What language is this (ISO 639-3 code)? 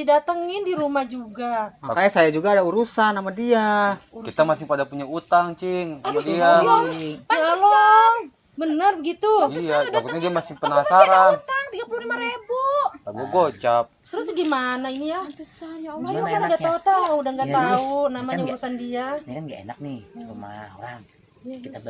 bew